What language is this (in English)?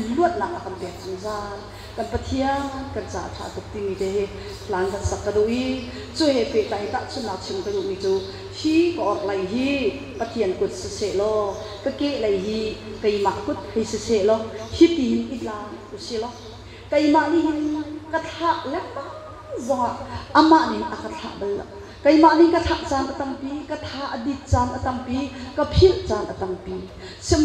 Hakha Chin